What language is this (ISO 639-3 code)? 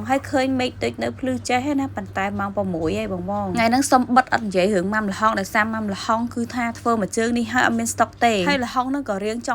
khm